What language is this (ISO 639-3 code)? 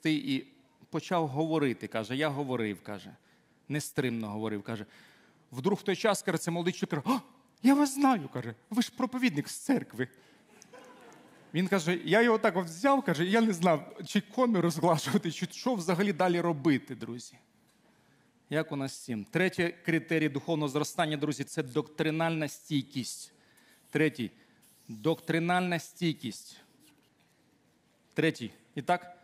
ukr